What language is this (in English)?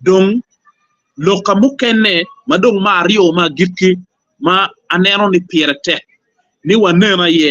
Acoli